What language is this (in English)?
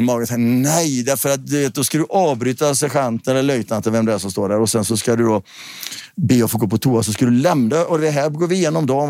Swedish